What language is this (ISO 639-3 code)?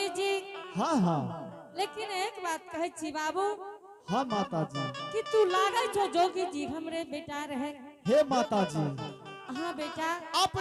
anp